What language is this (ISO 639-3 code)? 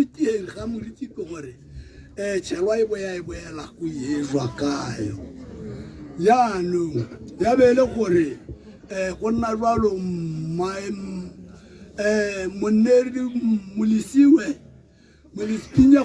tsn